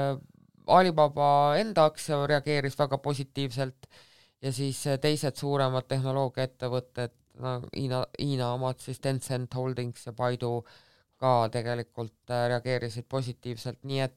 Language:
Estonian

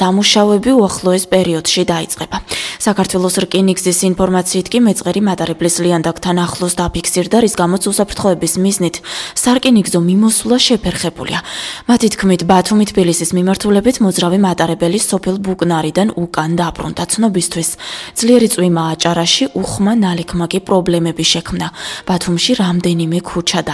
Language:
Georgian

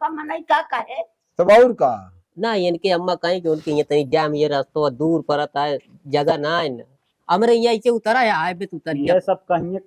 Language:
Awadhi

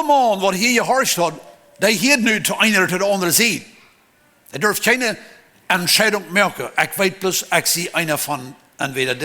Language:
Plautdietsch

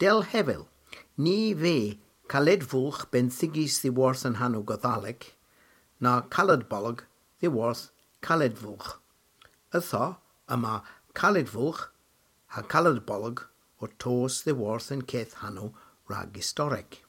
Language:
Cornish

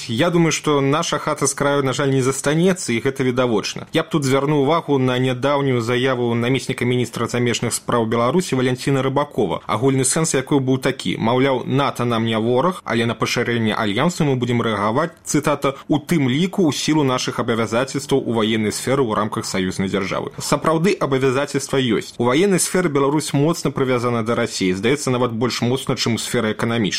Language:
Belarusian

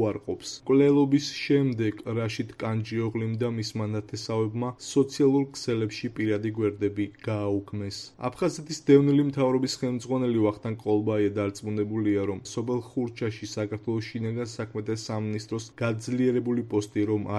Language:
Georgian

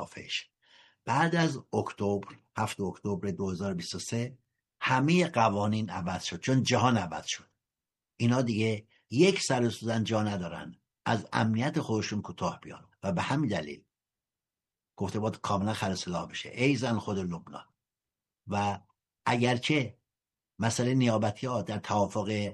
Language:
Persian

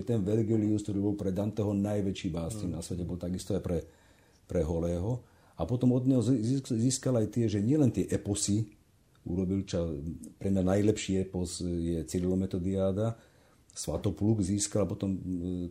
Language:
Slovak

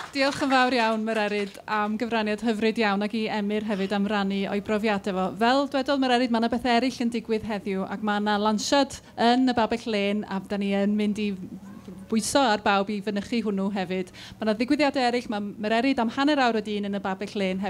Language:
Welsh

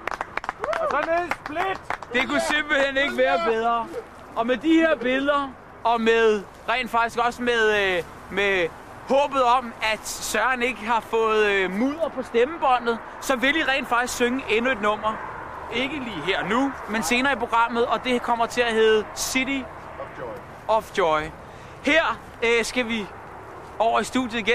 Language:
Danish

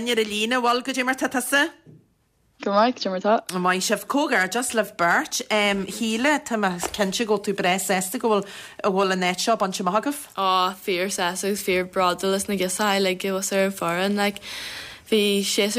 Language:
Irish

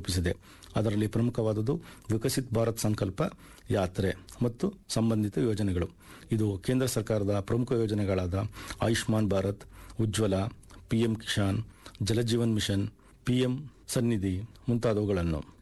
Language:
Kannada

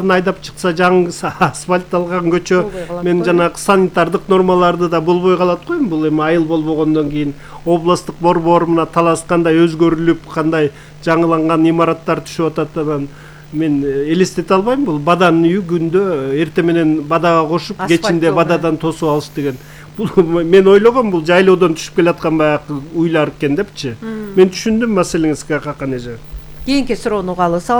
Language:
Kyrgyz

